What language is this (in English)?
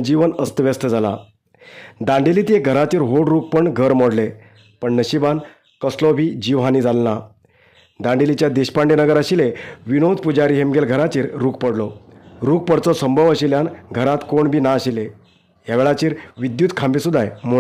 Konkani